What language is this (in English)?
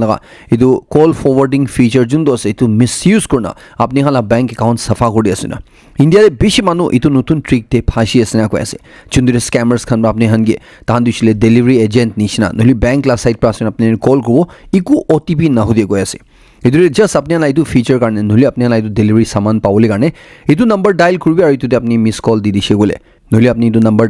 Naga Pidgin